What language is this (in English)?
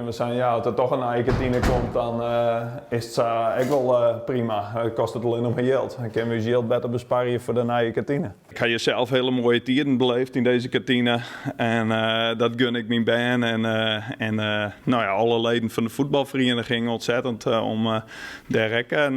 Western Frisian